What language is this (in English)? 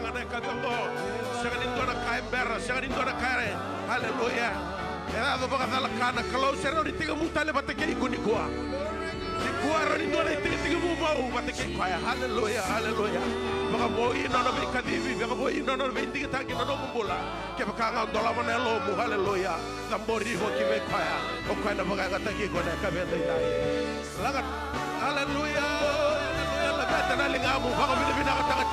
Fijian